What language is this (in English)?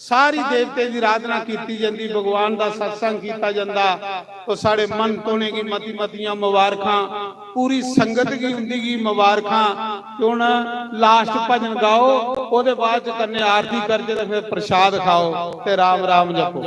Dogri